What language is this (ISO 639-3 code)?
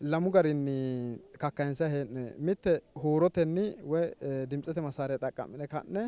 sid